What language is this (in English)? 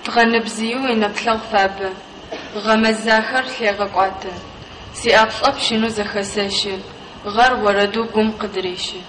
Adyghe